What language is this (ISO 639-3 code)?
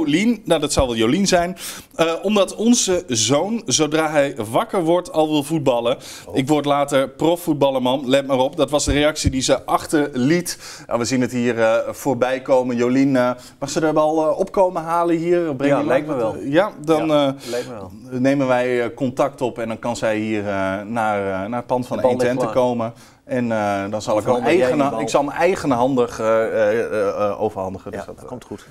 nld